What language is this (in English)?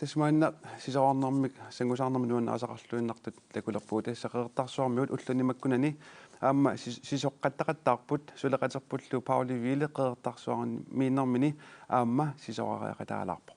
Kalaallisut